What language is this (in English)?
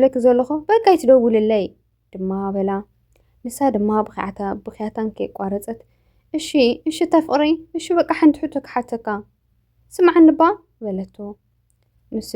Tigrinya